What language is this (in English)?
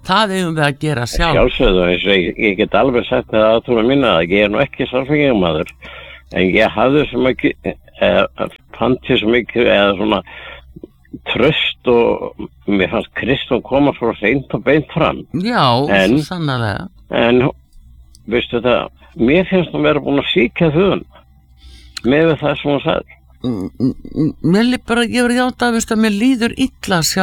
Icelandic